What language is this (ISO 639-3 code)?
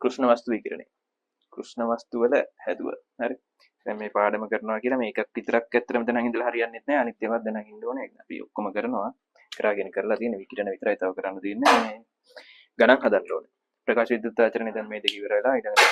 sin